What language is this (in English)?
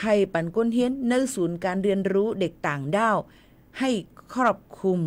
Shan